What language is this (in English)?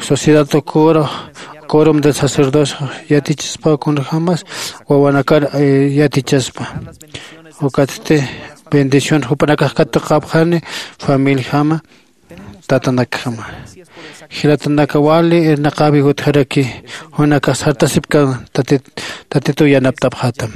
Aymara